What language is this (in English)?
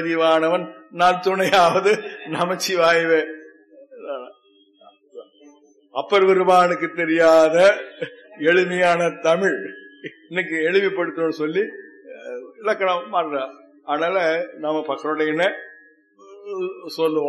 Tamil